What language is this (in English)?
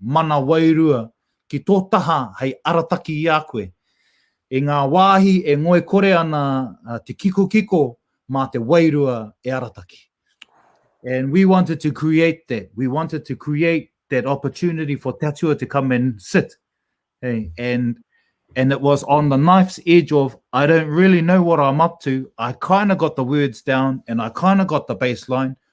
Māori